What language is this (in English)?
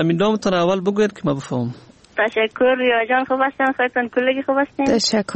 Persian